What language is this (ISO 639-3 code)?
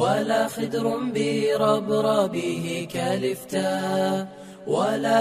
som